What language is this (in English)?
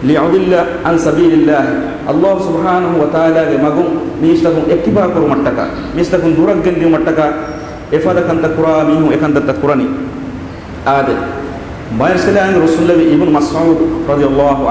Divehi